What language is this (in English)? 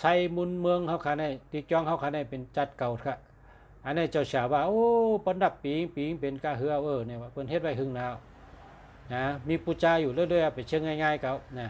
Shan